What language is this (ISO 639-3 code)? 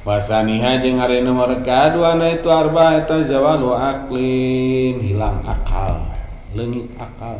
sun